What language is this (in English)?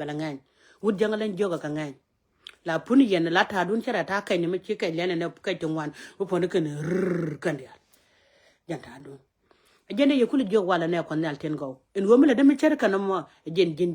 Nuer